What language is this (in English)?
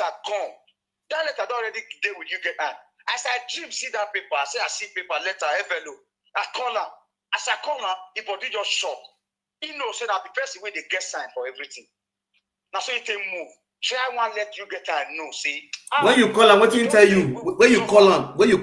Nigerian Pidgin